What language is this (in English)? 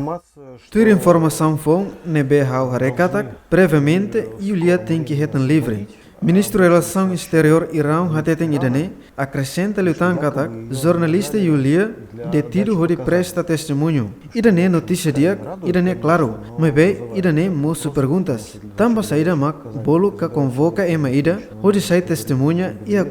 Tetum